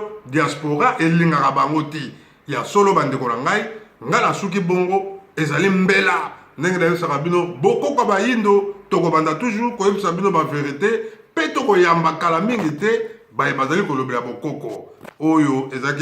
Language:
Lingala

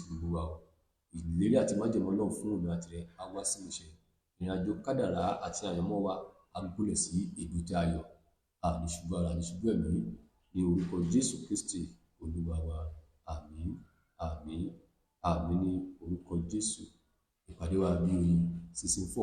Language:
Yoruba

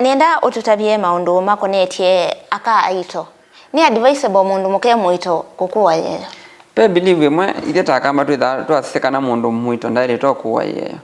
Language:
Kamba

